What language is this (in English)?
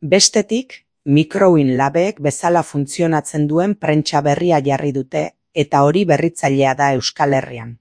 Basque